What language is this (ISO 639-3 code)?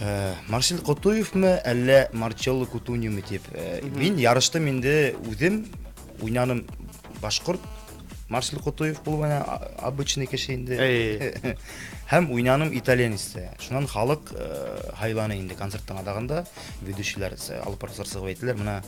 bak